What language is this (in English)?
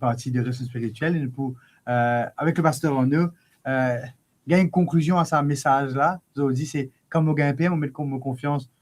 Morisyen